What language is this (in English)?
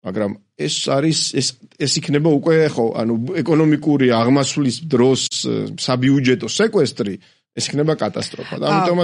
Georgian